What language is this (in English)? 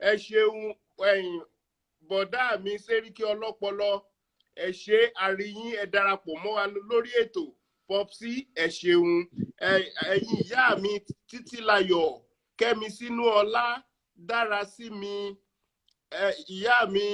Yoruba